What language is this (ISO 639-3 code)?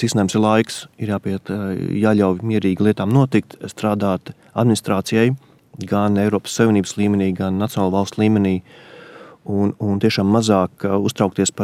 lav